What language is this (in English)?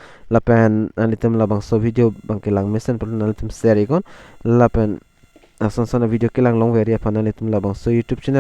Karbi